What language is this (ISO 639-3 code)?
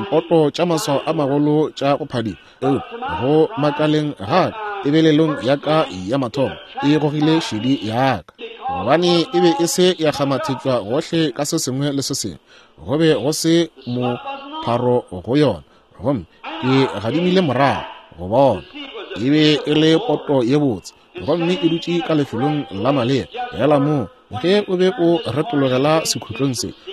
nso